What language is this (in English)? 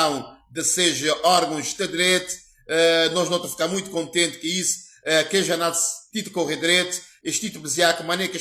Kabuverdianu